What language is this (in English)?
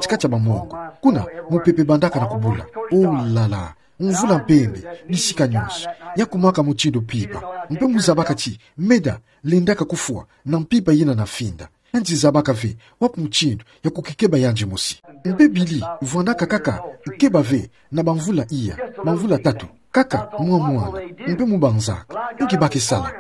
Kituba (Democratic Republic of Congo)